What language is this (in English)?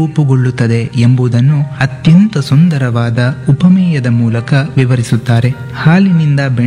Kannada